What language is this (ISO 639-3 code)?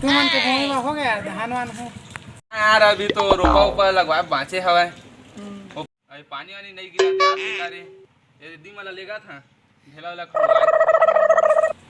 hne